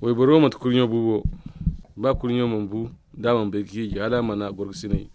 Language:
Zarma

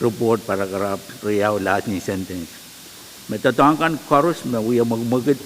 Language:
Pohnpeian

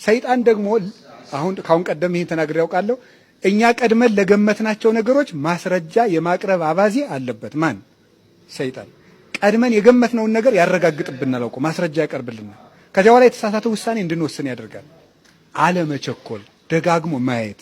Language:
Amharic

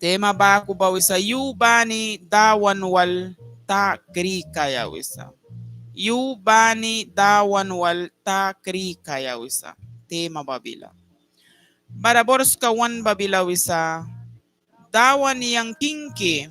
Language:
Mískito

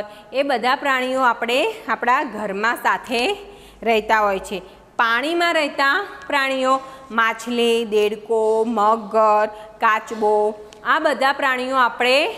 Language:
Gujarati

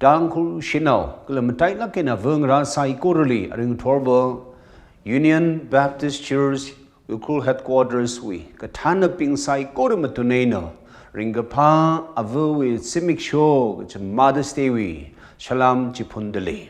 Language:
Tangkhul Naga (India)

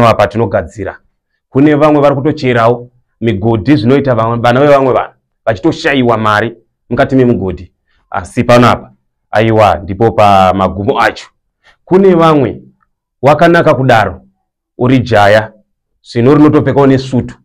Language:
Shona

